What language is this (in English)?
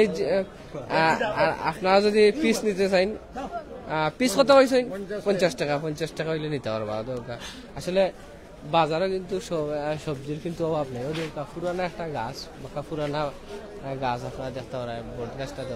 Sylheti